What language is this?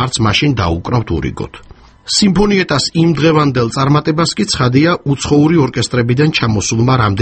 Georgian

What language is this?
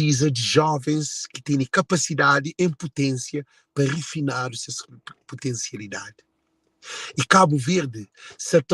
Kabuverdianu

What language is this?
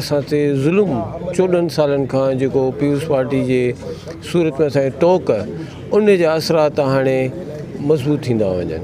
Sindhi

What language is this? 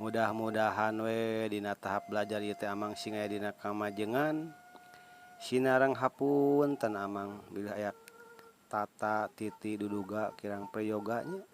Sundanese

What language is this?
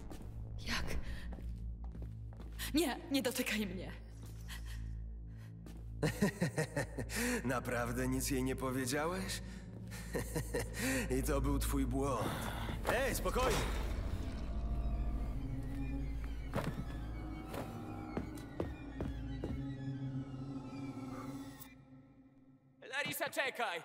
Polish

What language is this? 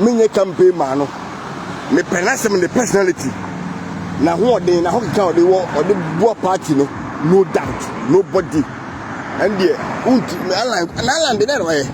Akan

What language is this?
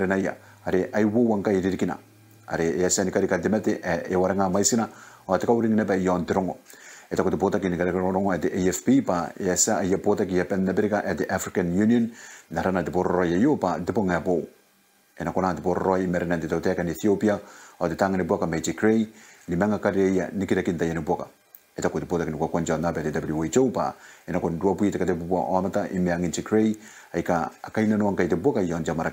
Gilbertese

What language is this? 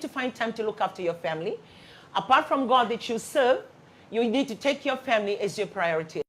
Fijian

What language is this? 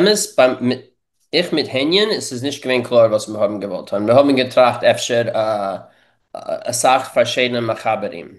Yiddish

